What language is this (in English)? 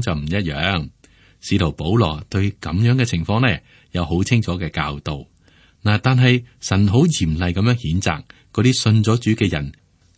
Cantonese